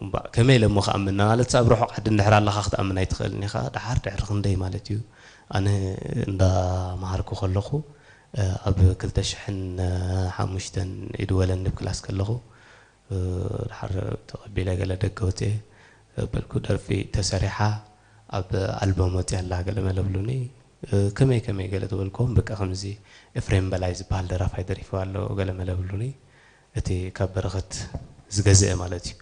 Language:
Tigrinya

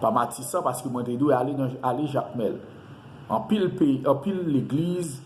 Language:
Haitian Creole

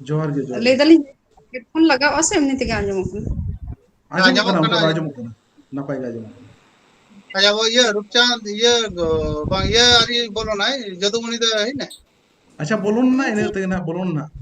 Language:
Santali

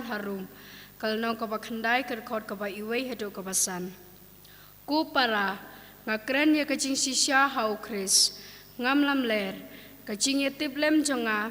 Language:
Khasi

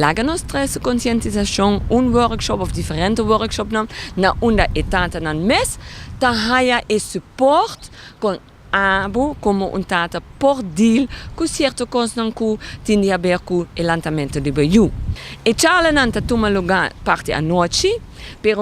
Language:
Papiamento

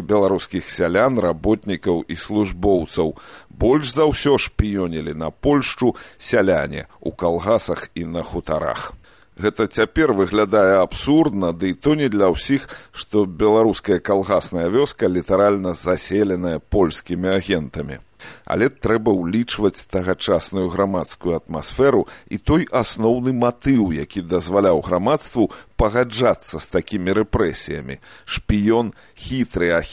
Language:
Belarusian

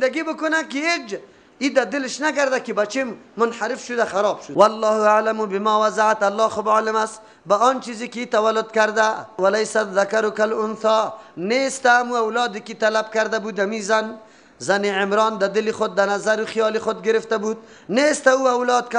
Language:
Persian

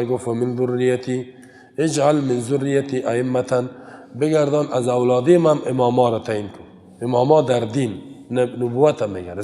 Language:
Persian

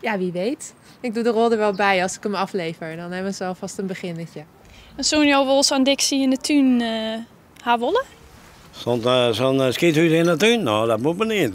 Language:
Western Frisian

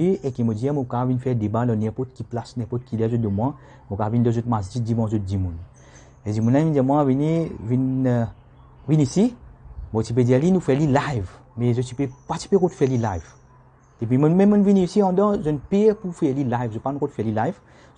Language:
Morisyen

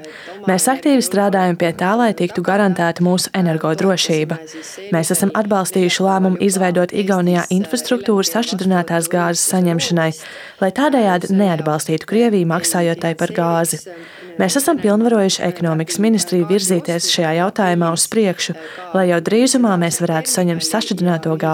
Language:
Latvian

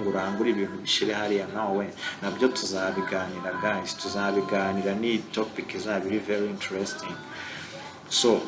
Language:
Kinyarwanda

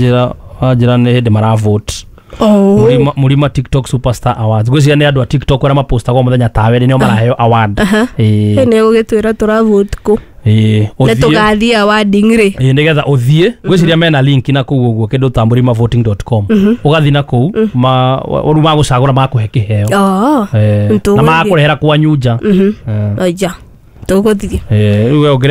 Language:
Kikuyu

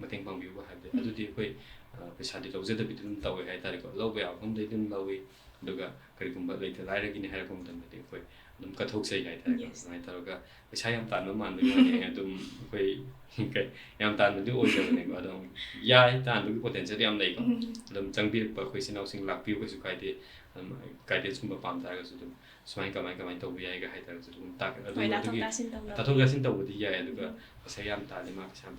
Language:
Manipuri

